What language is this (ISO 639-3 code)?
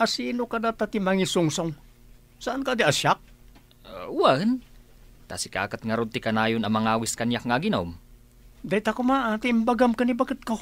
ilo